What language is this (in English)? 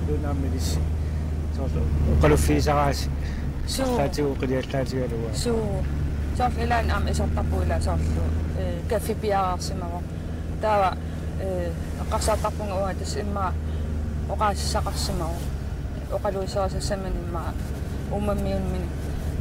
Kalaallisut